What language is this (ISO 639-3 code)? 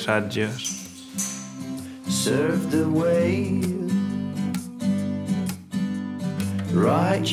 cat